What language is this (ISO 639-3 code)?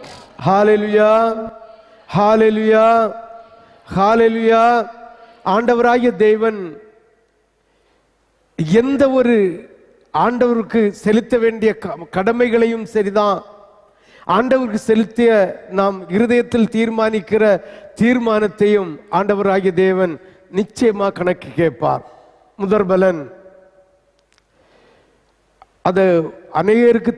tam